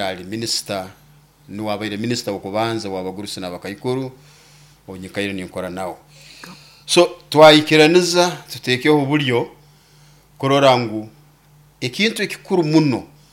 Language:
Nyoro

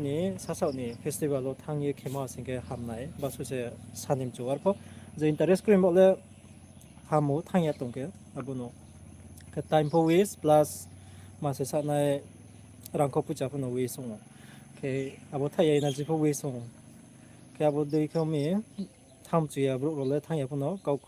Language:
Riang (India)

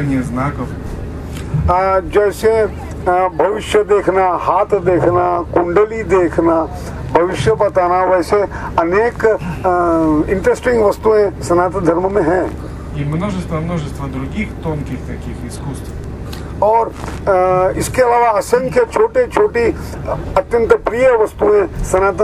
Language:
Hindi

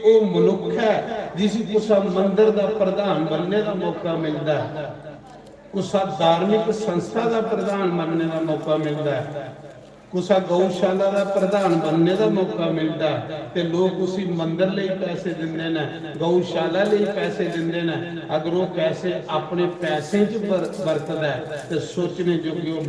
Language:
Dogri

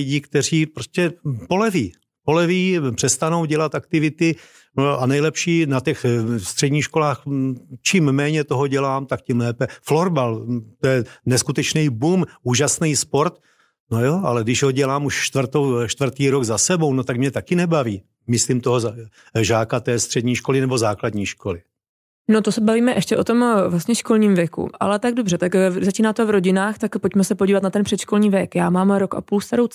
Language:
Czech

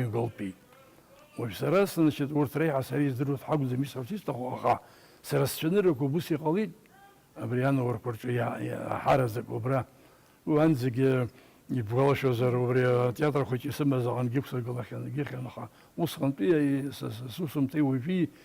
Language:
Abkhazian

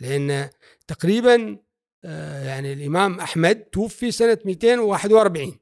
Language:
Gulf Arabic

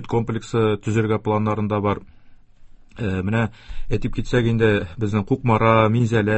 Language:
Tatar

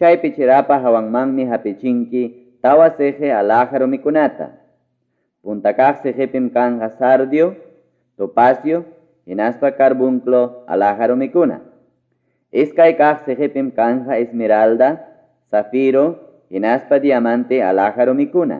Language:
Ayacucho Quechua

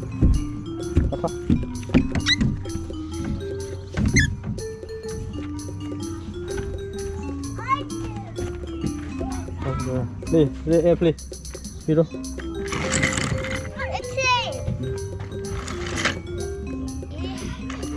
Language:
Malay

